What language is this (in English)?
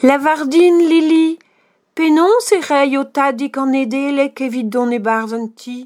Breton